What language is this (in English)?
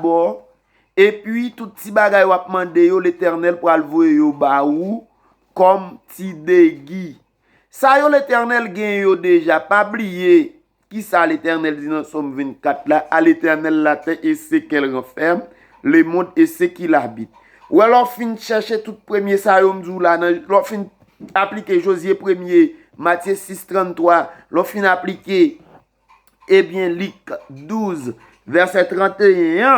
Haitian Creole